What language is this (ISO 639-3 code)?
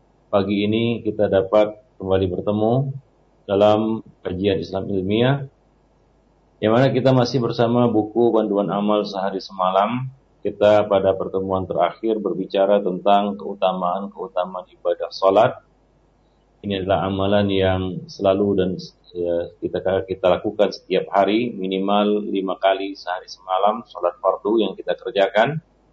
ind